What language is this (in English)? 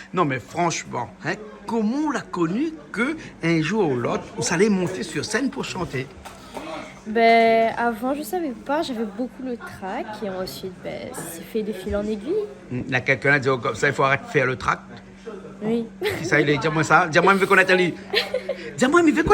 Réunion Creole French